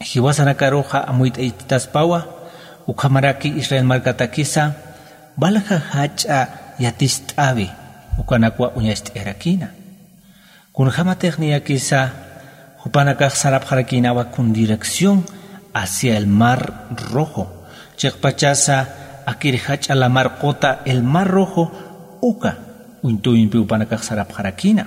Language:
Aymara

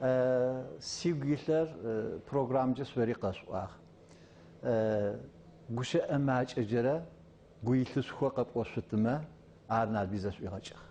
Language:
Adyghe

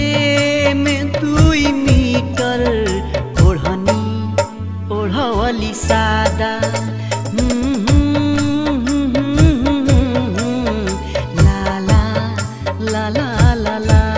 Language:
Bhojpuri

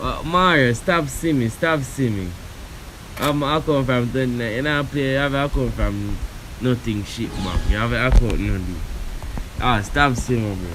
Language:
Jamaican Creole English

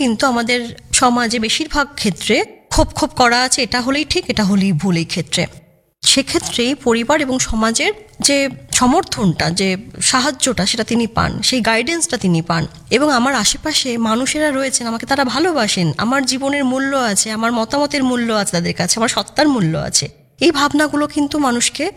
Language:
Bangla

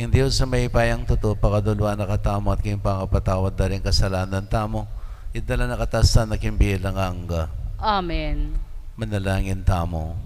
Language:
Pampanga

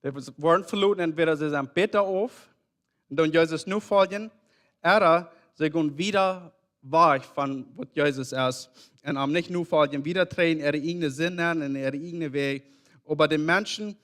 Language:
Plautdietsch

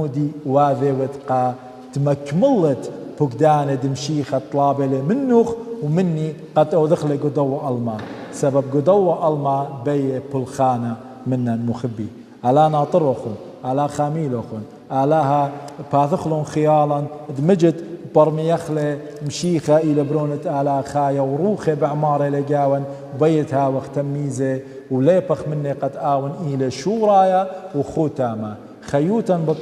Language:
Assyrian Neo-Aramaic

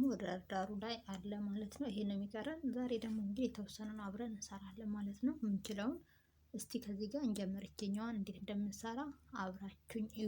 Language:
Amharic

